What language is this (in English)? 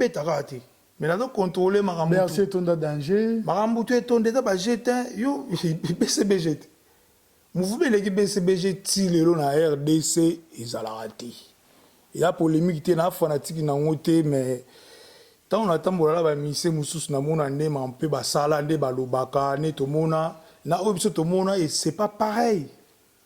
Lingala